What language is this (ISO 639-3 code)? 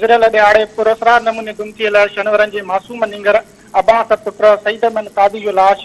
snd